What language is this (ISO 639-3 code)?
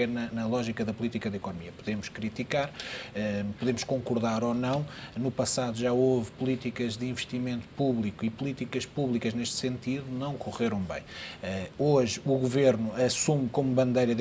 por